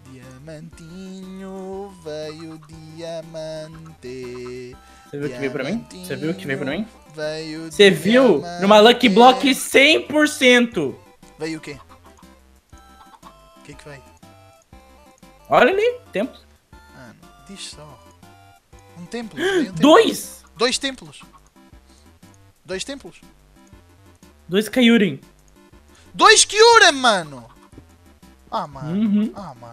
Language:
Portuguese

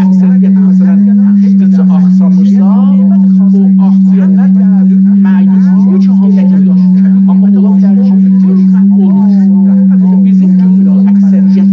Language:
South Azerbaijani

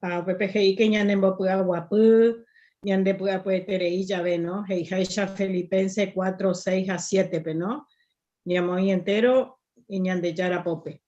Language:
Guarani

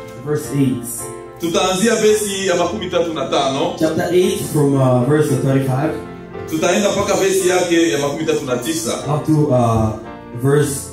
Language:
Swahili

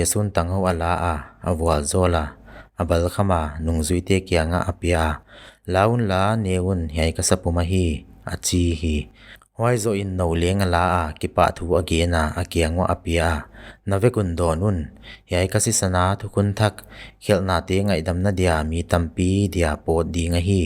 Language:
Paite Chin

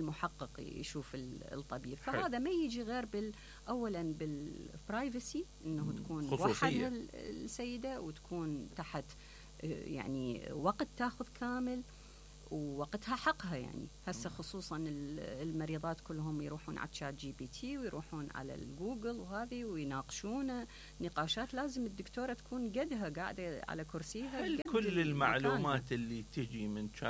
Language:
Mesopotamian Arabic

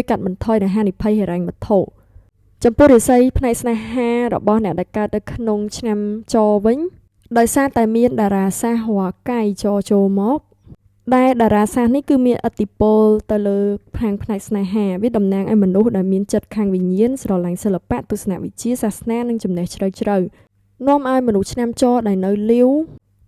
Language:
Khmer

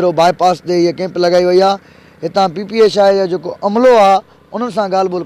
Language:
Sindhi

